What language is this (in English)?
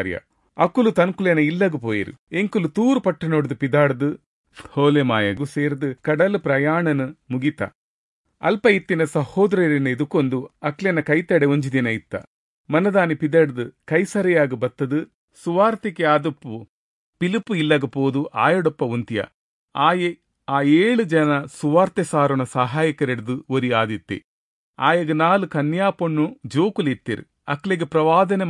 Tulu